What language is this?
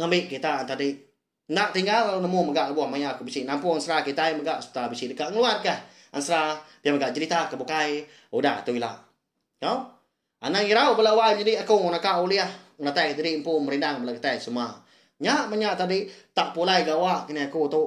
Iban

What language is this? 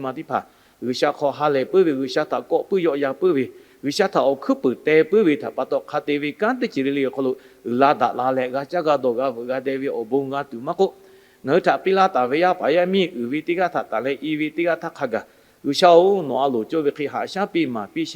Lahu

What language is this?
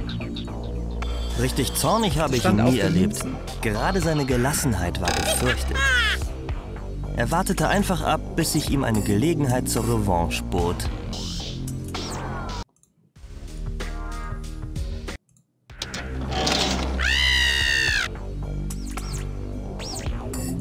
German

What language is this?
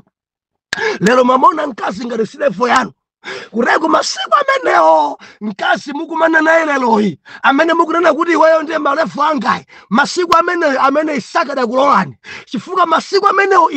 Nyanja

